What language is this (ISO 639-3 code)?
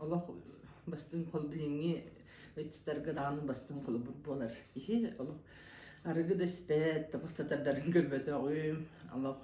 sah